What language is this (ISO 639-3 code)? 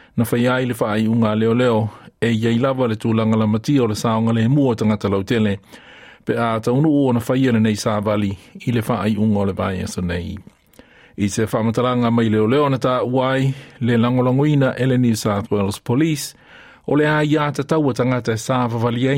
smo